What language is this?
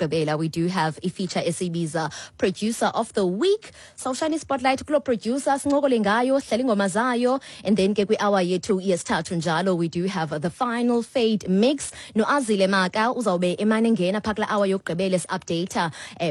Xhosa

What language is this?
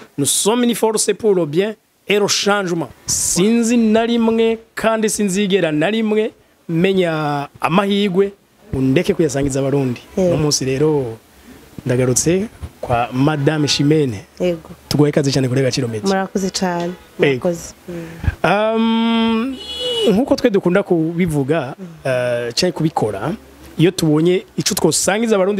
Rundi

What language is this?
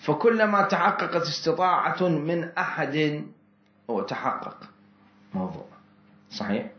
Mesopotamian Arabic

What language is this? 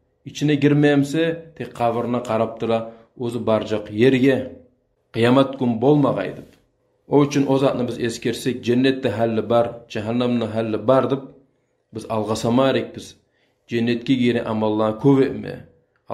Kumyk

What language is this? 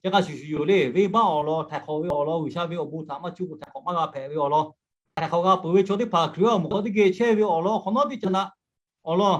Lahu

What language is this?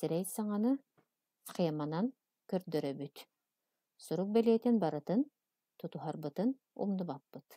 Yakut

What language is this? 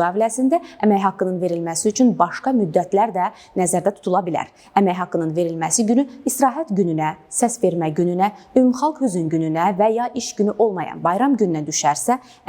Azerbaijani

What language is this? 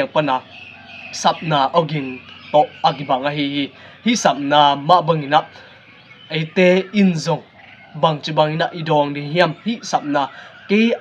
Tedim Chin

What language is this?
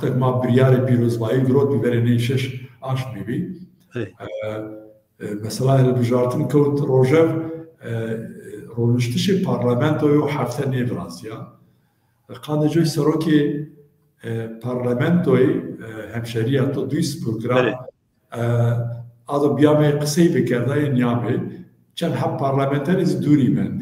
Zaza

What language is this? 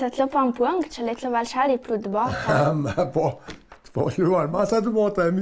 Ladin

